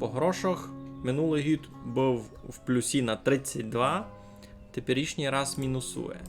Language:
Rusyn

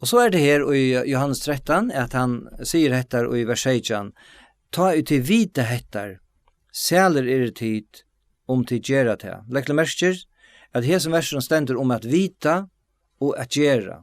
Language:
Faroese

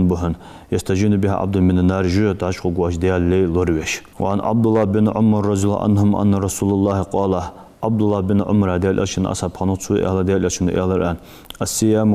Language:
Ingush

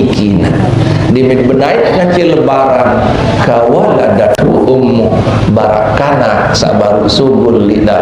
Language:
Sasak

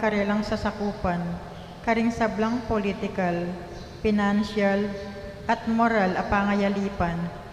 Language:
Pampanga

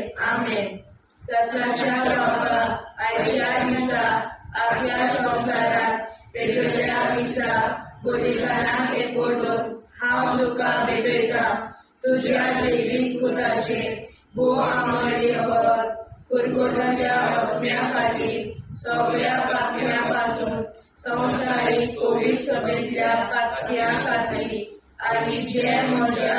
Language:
Konkani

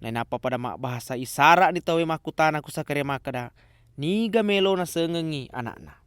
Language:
Buginese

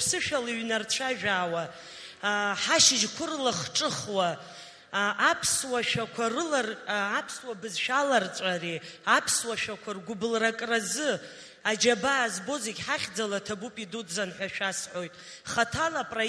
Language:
Abkhazian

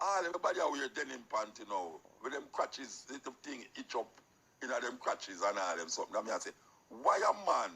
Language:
Jamaican Creole English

